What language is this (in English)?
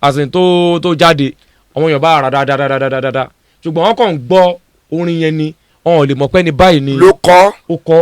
Yoruba